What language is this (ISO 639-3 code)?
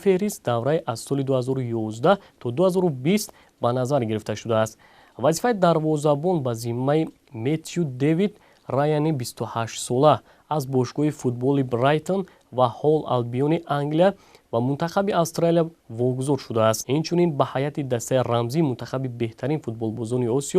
tgk